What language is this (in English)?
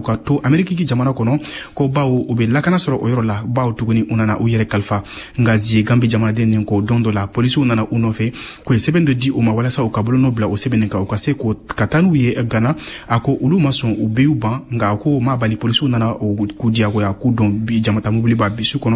Bambara